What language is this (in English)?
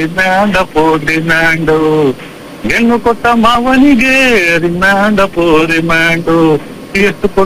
Kannada